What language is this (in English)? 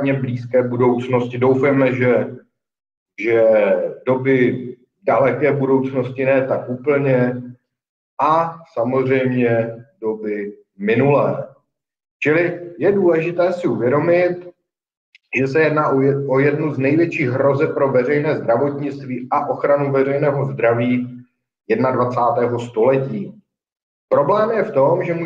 Czech